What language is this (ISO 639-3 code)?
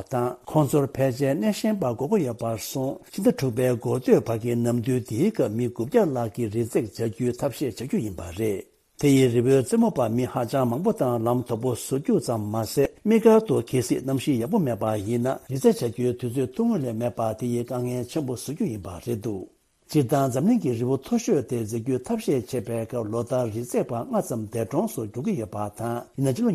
bod